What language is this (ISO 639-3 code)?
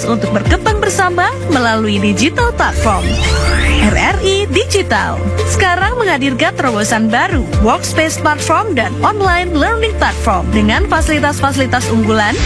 ind